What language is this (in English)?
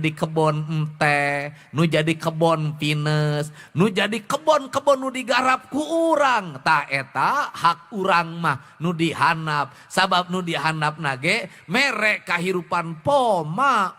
Sundanese